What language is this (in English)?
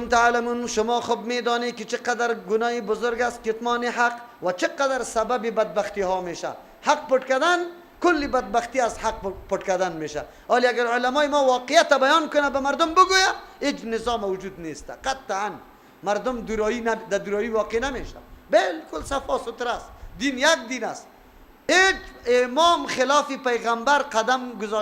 Persian